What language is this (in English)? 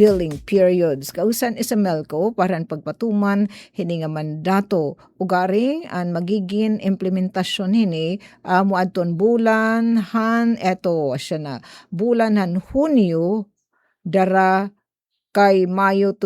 Waray